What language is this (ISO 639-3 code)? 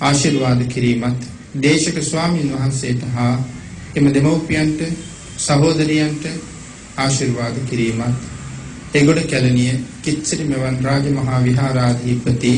sin